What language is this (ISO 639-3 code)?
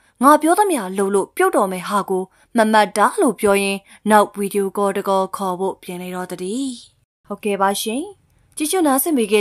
mya